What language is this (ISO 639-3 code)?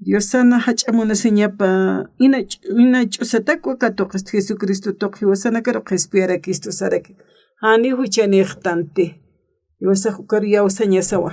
aym